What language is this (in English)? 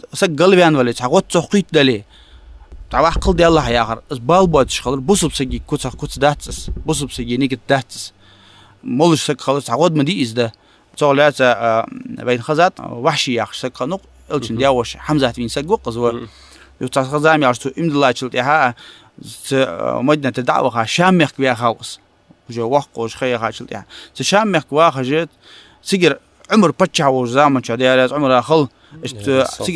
Ingush